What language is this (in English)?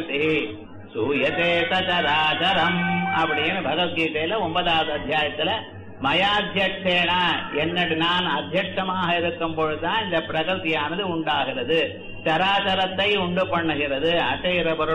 Tamil